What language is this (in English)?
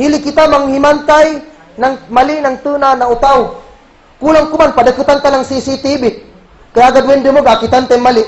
Kagan Kalagan